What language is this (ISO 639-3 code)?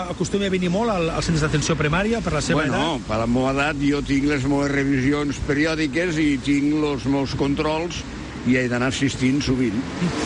cat